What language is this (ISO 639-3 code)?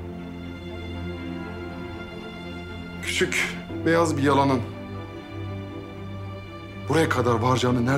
tur